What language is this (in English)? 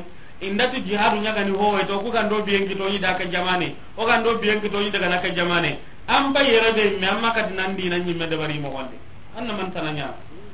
Soninke